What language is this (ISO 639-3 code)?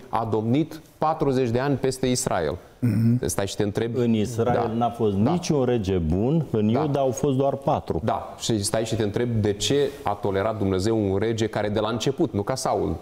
ron